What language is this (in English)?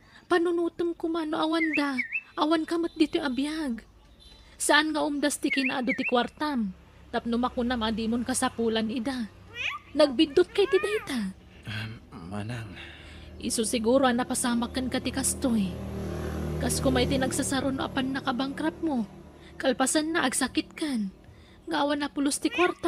Iloko